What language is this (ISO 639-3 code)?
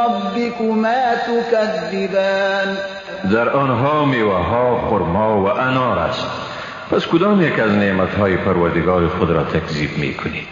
fas